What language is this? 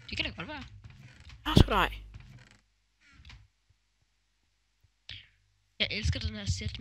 Danish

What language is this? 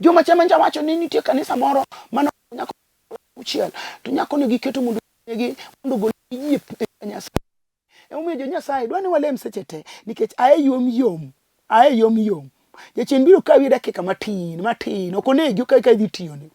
Luo (Kenya and Tanzania)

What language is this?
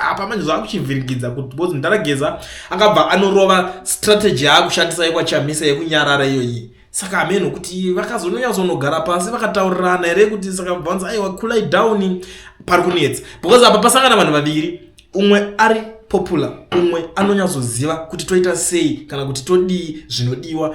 Shona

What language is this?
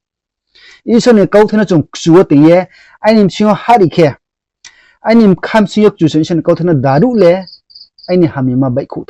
Riang (India)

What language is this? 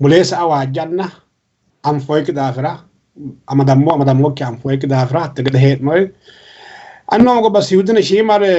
Sidamo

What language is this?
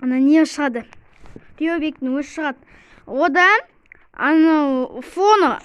Kazakh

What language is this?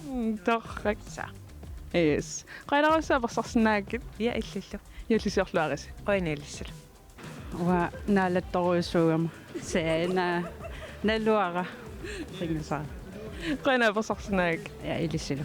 Kalaallisut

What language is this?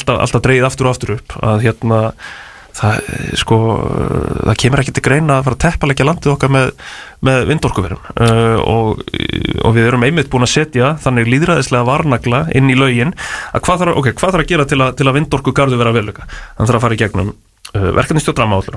Icelandic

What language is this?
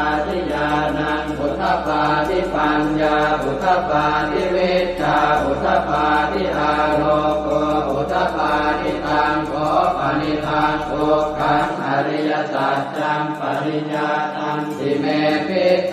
Pali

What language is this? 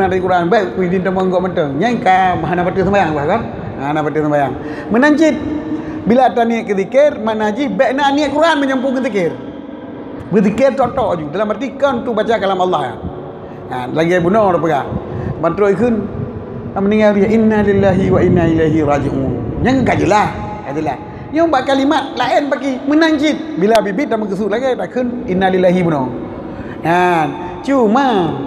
Achinese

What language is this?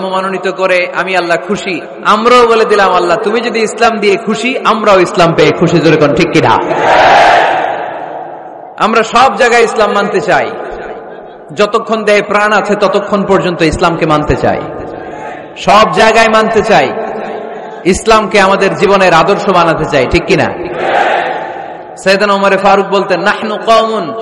Bangla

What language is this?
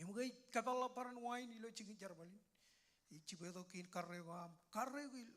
Marshallese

